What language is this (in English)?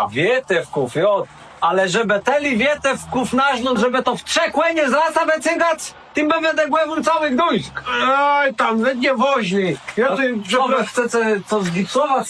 Kashubian